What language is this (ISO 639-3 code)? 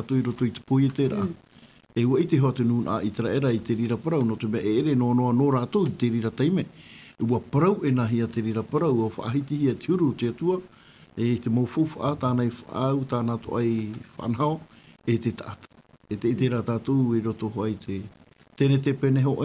tah